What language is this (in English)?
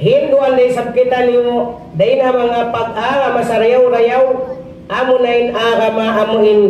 Tausug